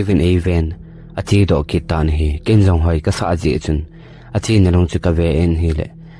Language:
Thado Chin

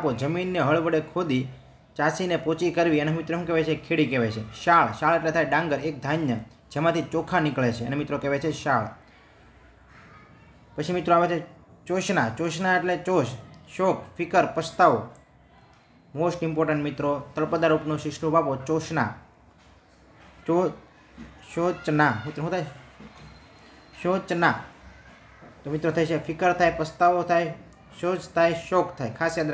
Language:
Gujarati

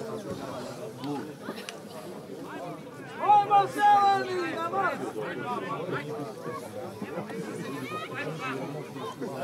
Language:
Serbian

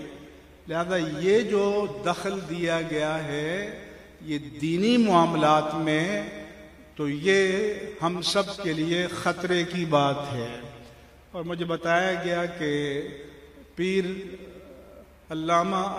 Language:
Urdu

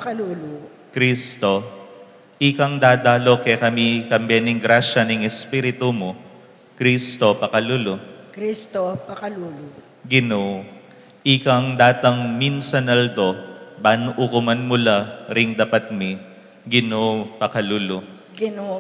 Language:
Pampanga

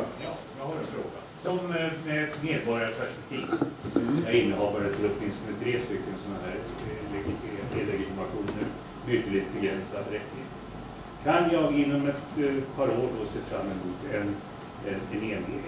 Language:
Swedish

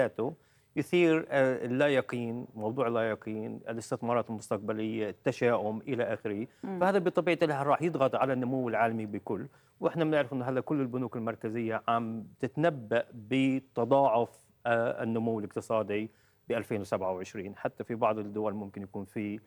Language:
North Levantine Arabic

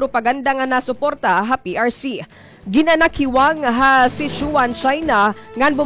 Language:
Waray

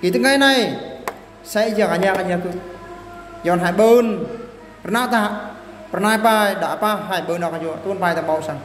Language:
Eastern Bru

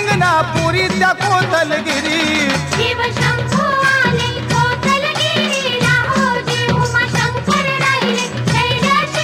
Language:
Marathi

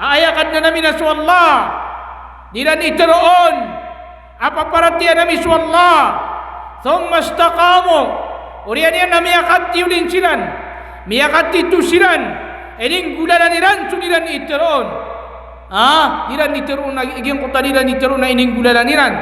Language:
Maranao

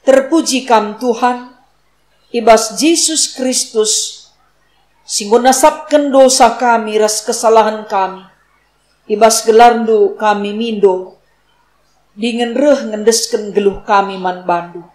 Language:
Batak Karo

